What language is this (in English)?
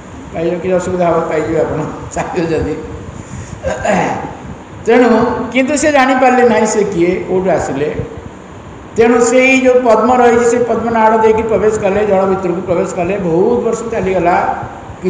Odia